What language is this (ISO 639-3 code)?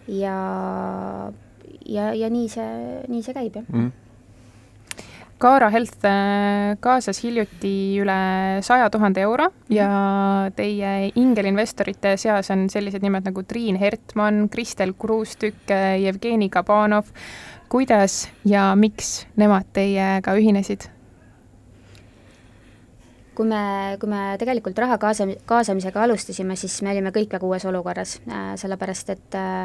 est